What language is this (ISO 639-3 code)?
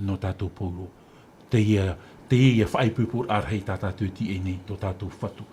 tah